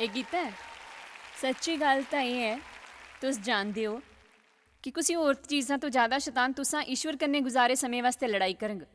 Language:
Dogri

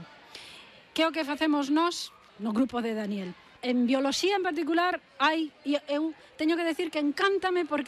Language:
Galician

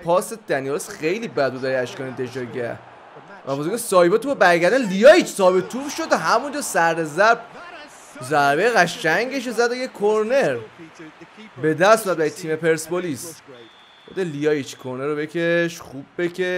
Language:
Persian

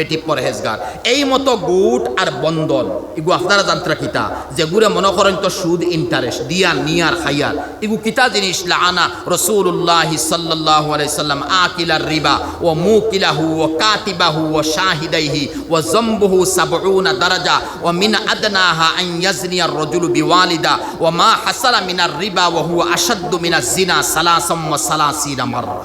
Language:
Sylheti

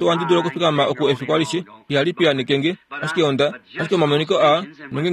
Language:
Kuanyama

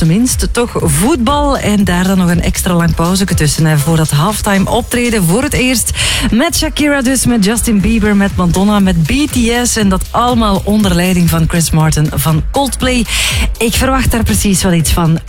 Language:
Dutch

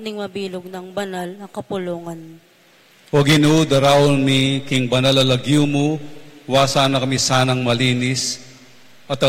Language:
Pampanga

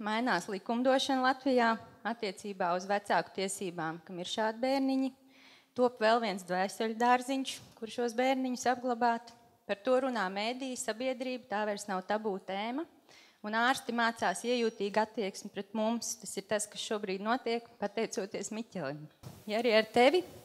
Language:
Latvian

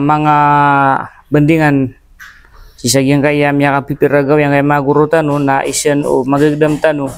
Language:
Maranao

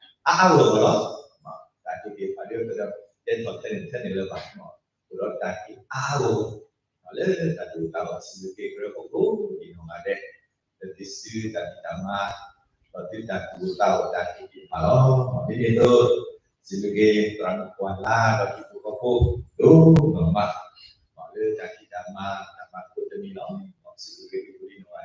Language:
S'gaw Karen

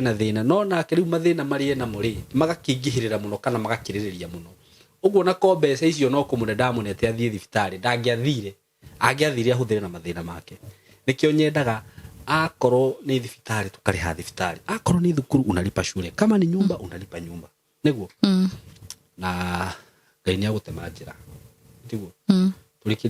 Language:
Kikuyu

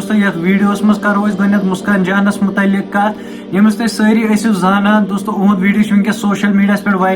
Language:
Kashmiri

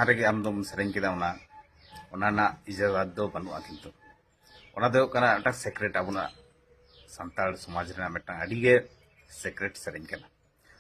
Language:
Santali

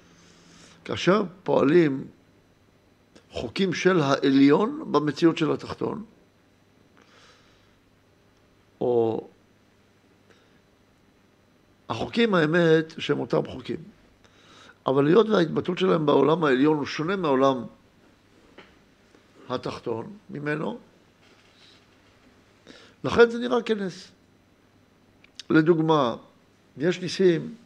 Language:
Hebrew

